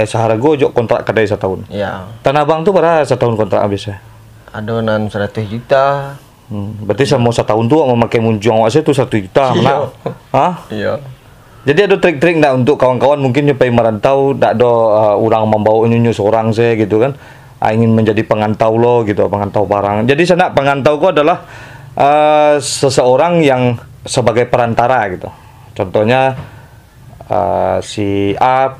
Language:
Minangkabau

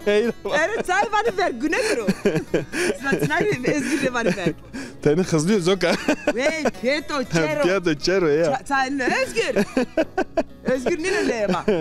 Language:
Zaza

